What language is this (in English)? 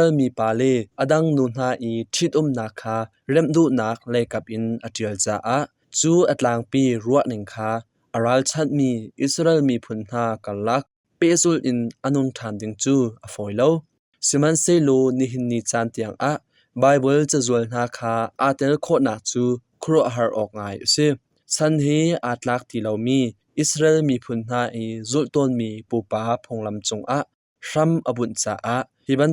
Hakha Chin